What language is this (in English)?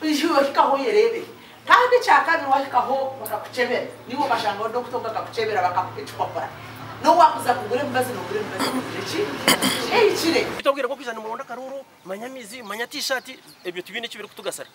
Nyankole